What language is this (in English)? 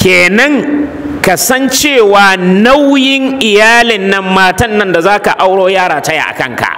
Hausa